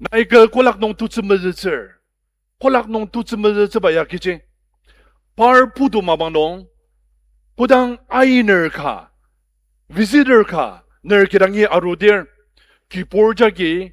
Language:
Ao Naga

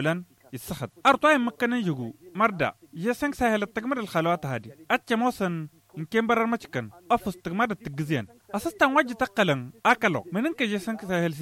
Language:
Tamasheq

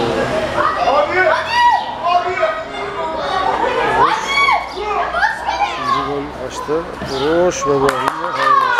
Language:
Turkish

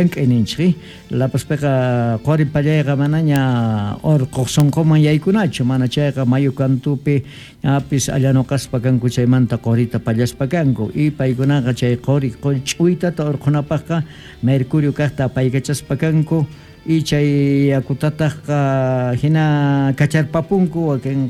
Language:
Quechua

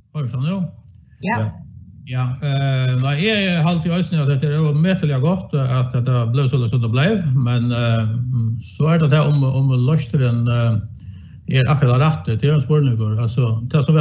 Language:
Faroese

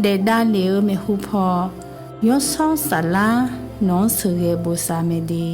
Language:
Akha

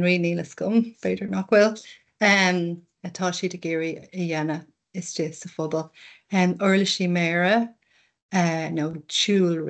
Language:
Irish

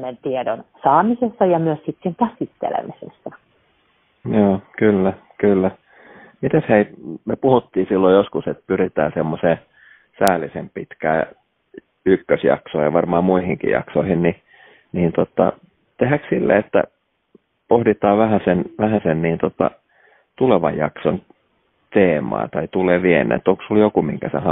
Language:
Finnish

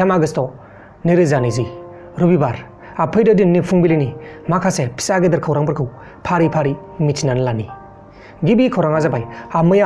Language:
Bodo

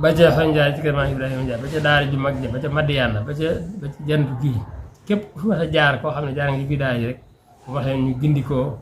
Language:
Wolof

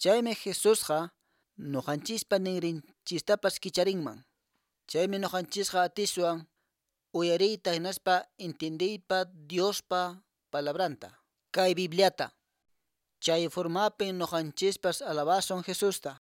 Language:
Quechua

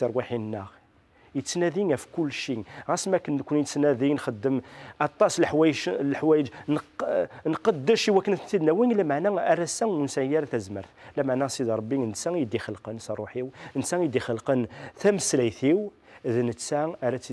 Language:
Kabyle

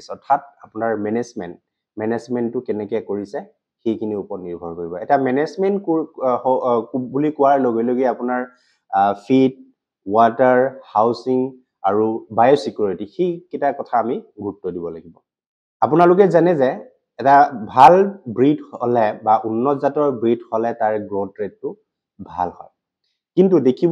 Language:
Assamese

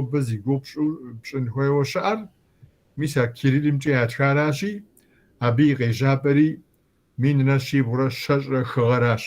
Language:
Kabardian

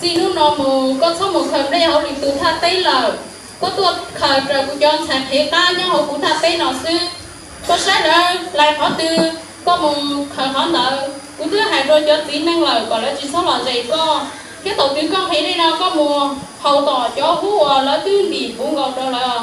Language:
Hmong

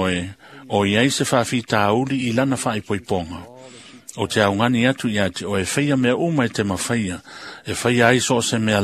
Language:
Samoan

